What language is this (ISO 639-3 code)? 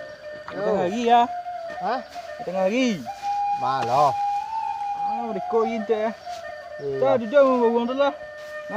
min